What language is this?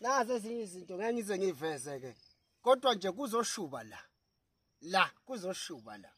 Zulu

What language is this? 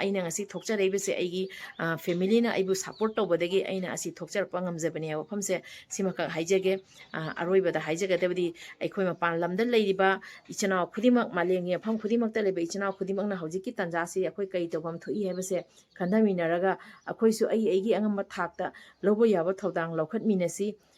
Manipuri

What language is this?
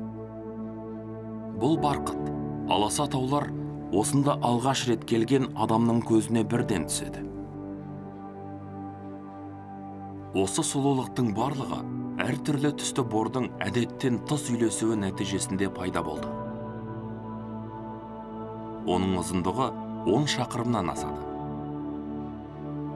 Kazakh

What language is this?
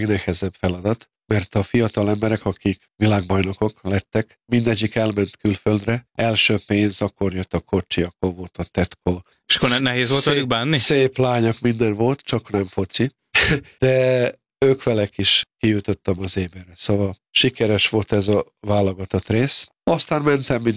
Hungarian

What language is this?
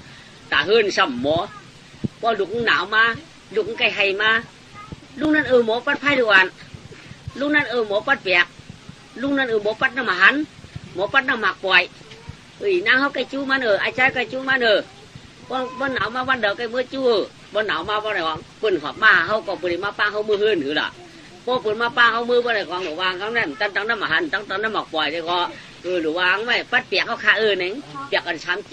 Shan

